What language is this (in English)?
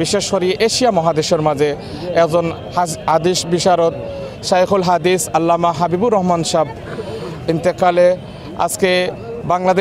Sylheti